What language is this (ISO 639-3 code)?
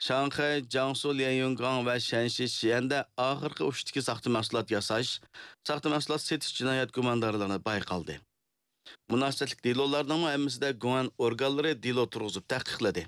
uig